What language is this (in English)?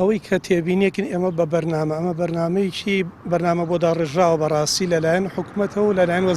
Central Kurdish